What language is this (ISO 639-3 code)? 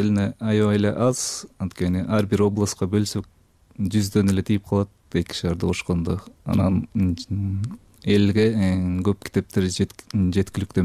kir